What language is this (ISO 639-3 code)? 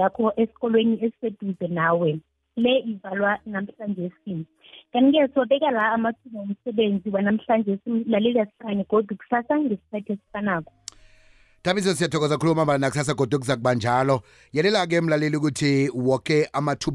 nbl